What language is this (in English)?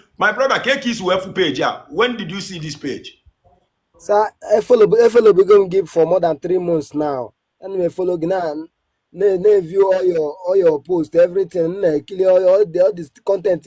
Igbo